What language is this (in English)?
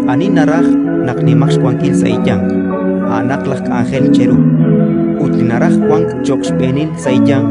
Kekchí